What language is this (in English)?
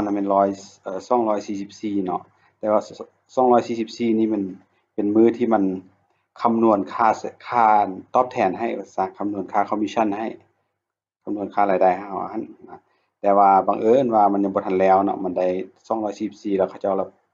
Lao